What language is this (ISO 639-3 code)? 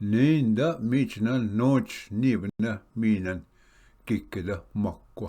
oji